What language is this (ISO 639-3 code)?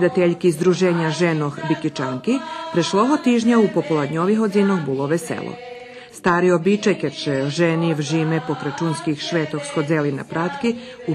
rue